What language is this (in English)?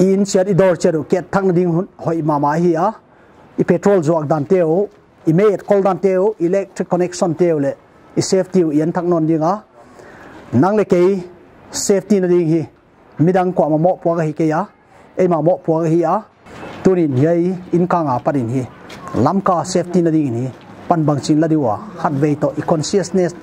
Paite Chin